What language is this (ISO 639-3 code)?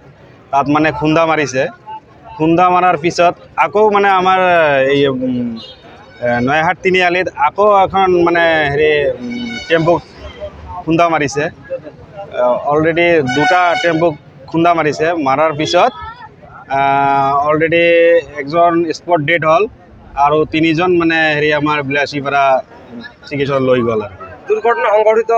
asm